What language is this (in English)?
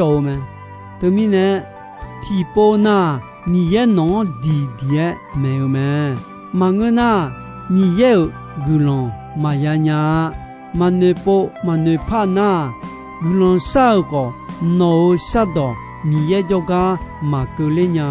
Akha